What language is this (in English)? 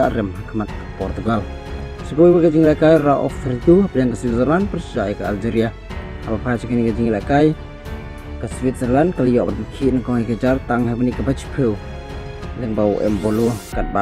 Khasi